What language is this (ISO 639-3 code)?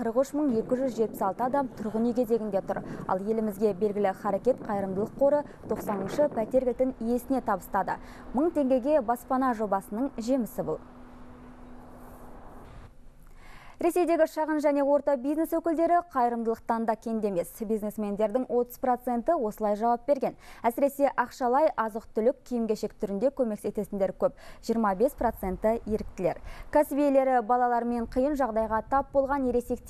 kaz